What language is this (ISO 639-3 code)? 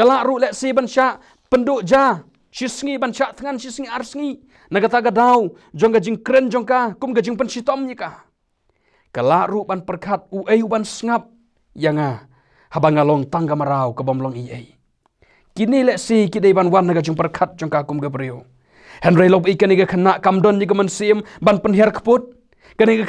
kha